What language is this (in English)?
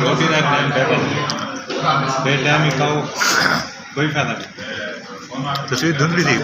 Saraiki